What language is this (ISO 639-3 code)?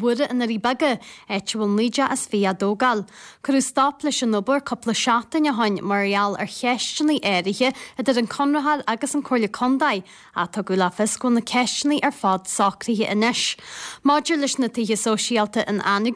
gle